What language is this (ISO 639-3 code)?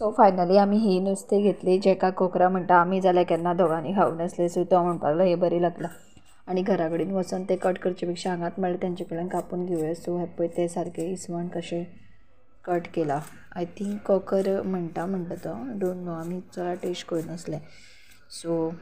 kok